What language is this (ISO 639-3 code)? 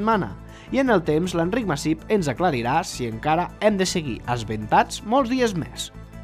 cat